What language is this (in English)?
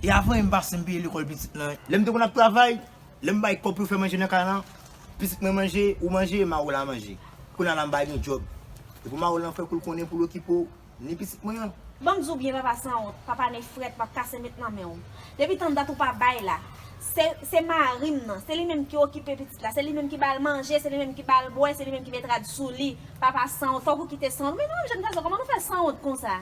Haitian Creole